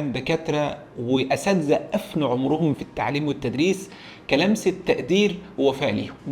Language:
Egyptian Arabic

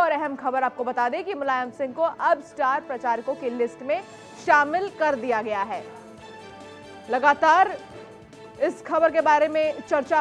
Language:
Hindi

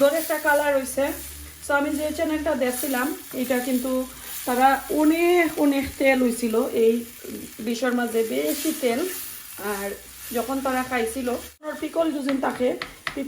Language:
Sylheti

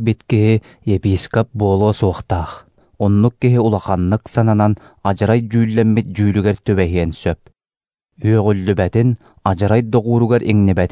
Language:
Yakut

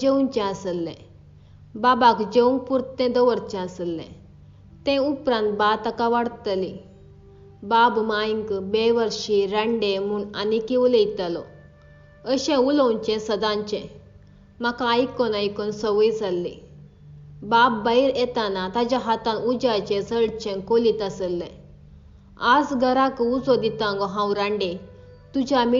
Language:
Konkani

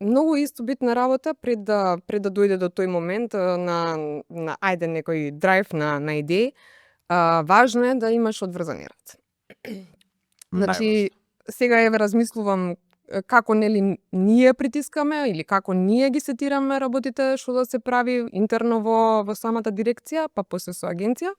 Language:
Macedonian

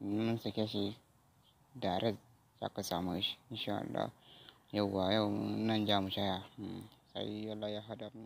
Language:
Hausa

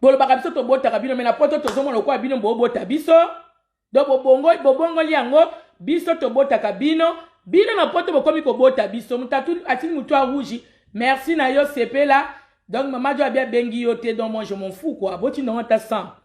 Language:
Lingala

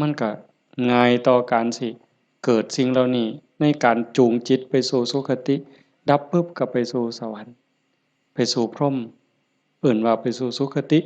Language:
Northeastern Thai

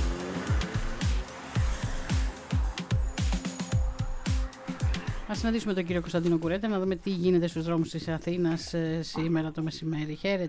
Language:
Greek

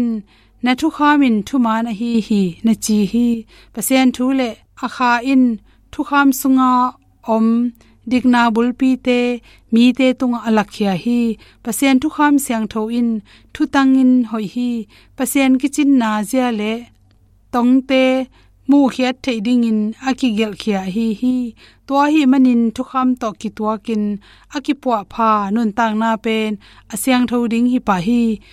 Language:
Tedim Chin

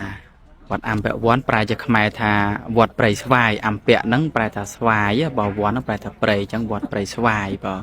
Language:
Khmer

